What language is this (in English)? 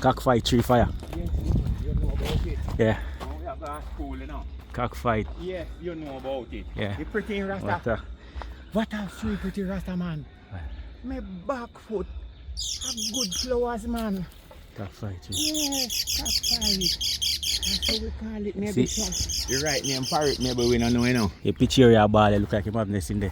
Jamaican Creole English